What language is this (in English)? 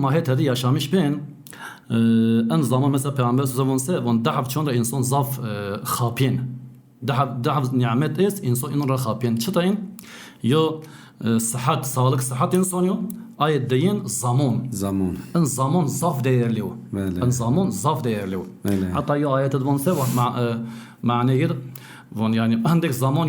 Zaza